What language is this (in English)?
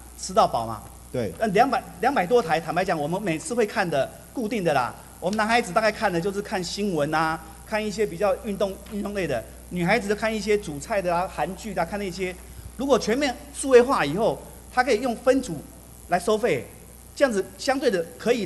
Chinese